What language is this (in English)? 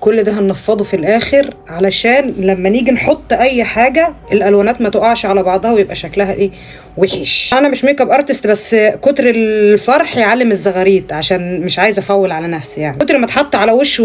Egyptian Arabic